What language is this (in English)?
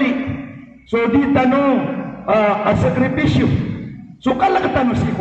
Maranao